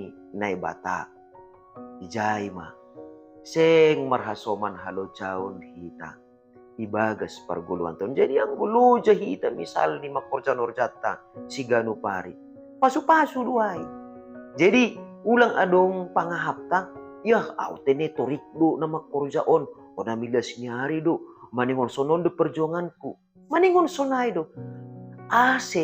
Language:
Batak Simalungun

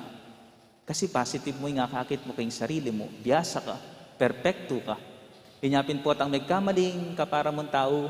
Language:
Pampanga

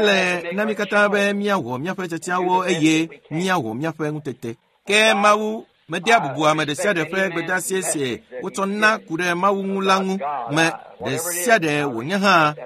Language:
Ewe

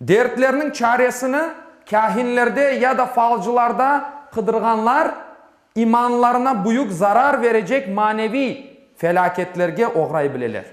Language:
Crimean Tatar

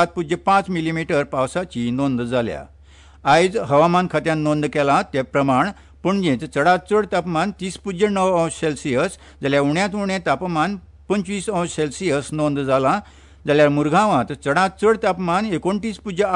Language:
Konkani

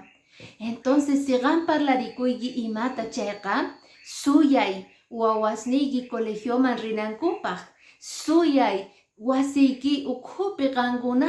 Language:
Quechua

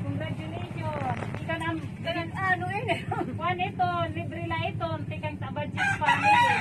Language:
Waray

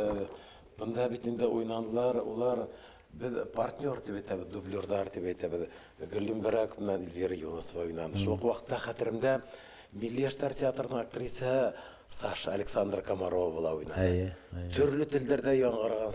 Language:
Bashkir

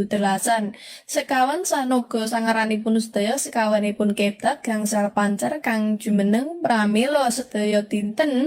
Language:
Javanese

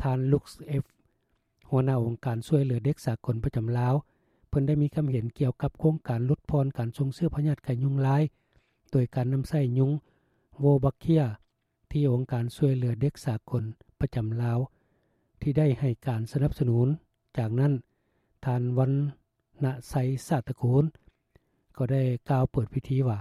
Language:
Lao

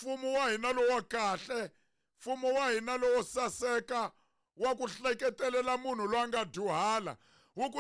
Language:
Tsonga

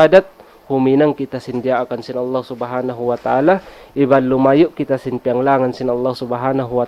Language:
Tausug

